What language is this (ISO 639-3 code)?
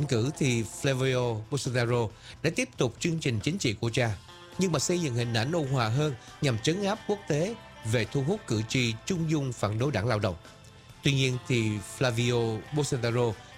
vie